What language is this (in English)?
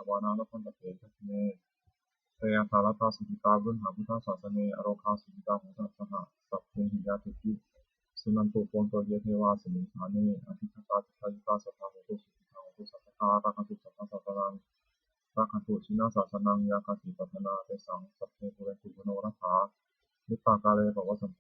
Pali